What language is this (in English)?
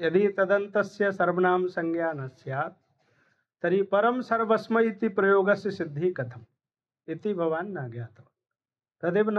Sanskrit